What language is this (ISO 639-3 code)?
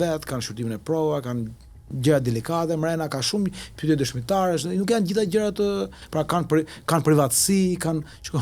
sqi